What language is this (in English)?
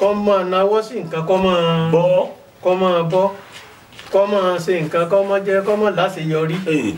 Yoruba